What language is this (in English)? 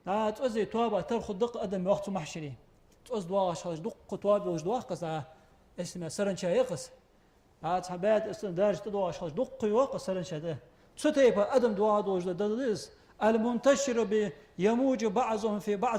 Ingush